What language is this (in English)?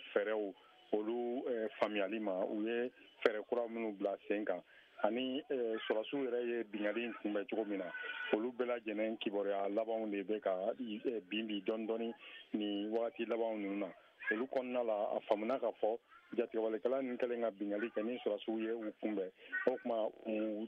Bambara